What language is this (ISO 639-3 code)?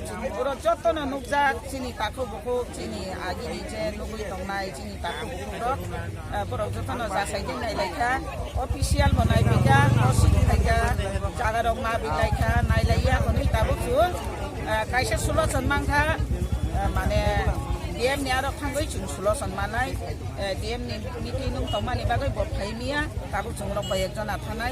trp